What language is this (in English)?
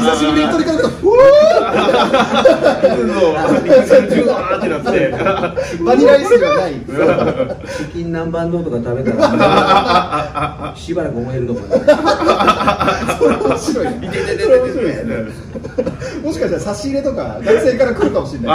Japanese